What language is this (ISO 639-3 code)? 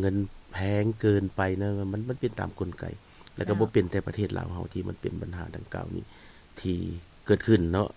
lao